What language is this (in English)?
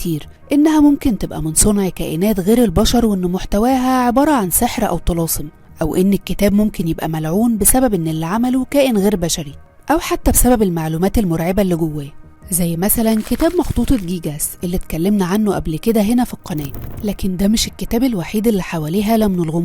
Egyptian Arabic